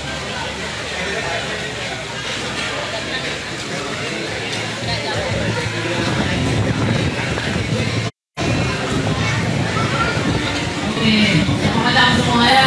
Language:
Malay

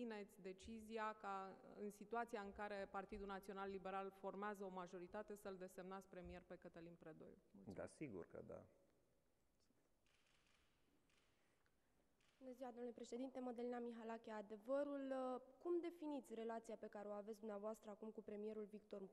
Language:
Romanian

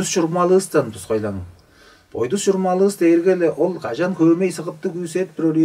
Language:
Tuvinian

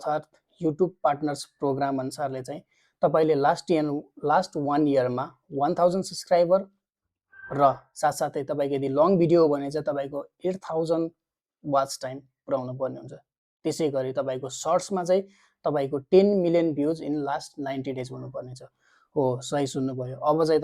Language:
Nepali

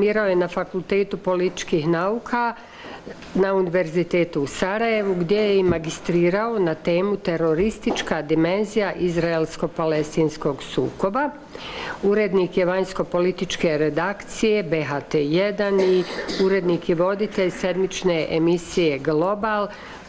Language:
Bosnian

